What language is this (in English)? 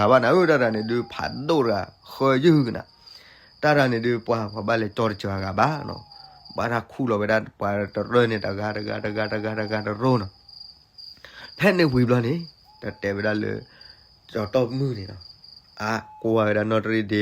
S'gaw Karen